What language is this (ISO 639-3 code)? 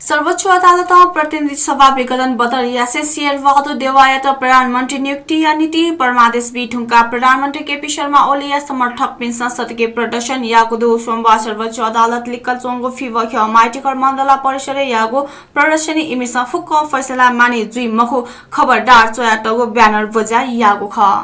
new